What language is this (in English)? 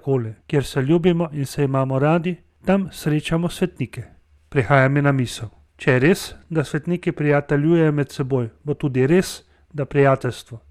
Slovenian